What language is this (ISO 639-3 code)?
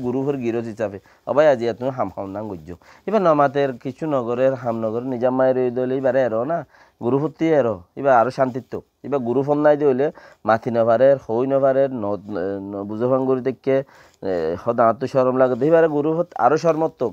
rhg